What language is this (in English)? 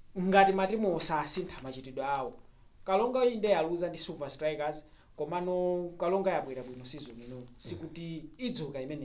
Nyanja